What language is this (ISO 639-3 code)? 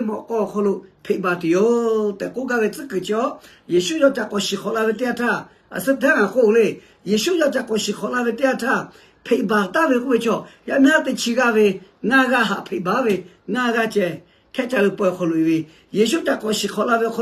lhu